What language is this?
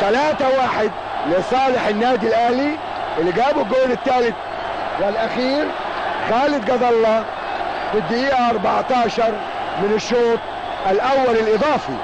Egyptian Arabic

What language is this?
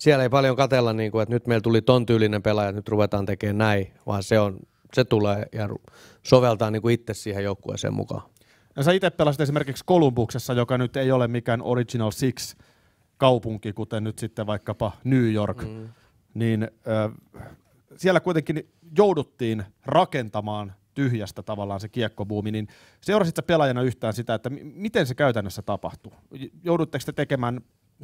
Finnish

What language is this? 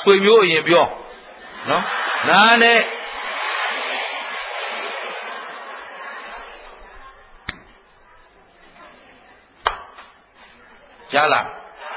Burmese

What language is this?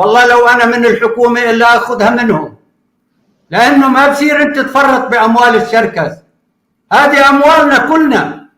North Levantine Arabic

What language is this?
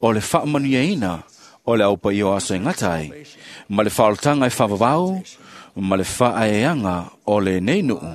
Samoan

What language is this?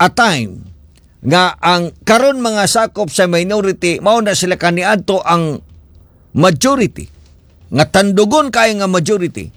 Cebuano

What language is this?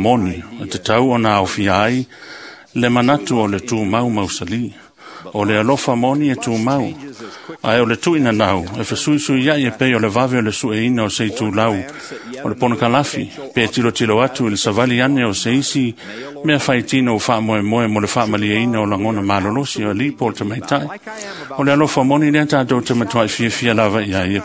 Samoan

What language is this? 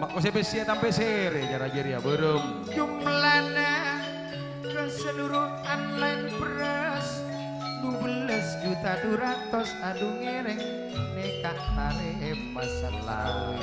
Madurese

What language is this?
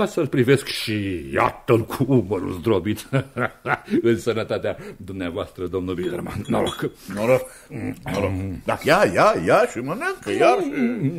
Romanian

